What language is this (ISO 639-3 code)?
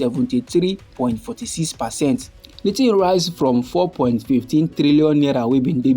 pcm